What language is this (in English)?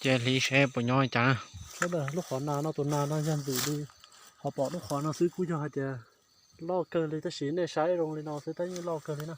Hmong